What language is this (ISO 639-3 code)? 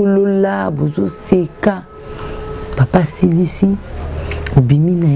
lin